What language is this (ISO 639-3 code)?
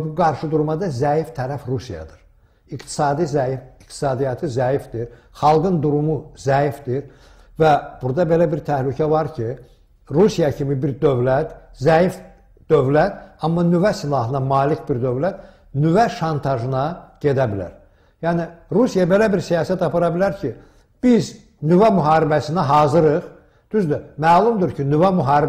aze